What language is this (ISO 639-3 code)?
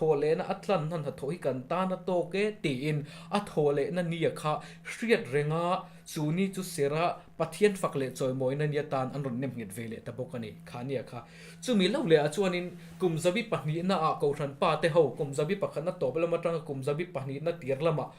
lus